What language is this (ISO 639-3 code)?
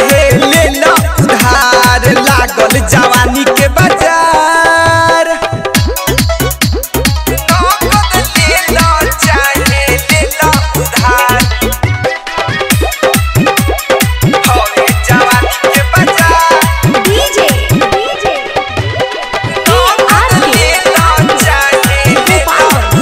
bho